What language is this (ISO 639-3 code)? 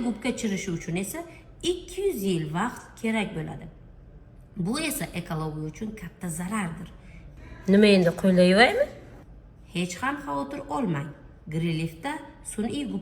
uzb